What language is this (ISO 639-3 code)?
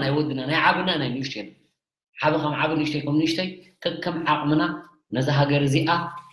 tir